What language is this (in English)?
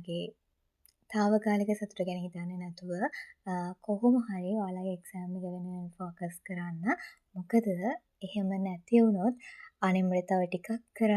Sinhala